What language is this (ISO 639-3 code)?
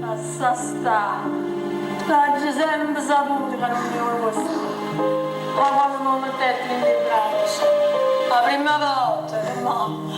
nap